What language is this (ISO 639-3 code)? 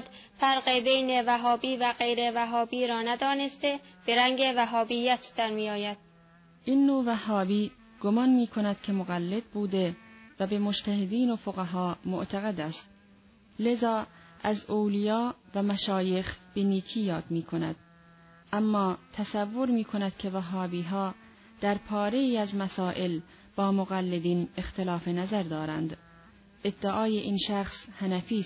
fas